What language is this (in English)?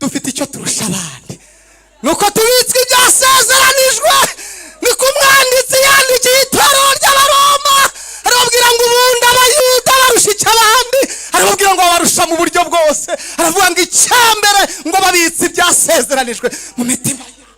Kinyarwanda